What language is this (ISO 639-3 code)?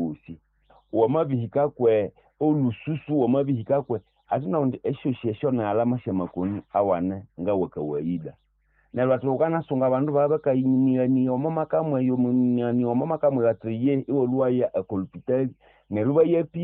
nnb